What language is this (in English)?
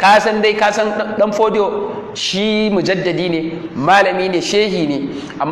Hausa